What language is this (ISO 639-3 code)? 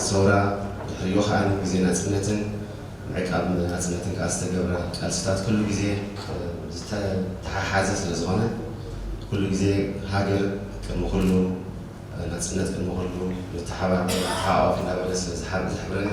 tir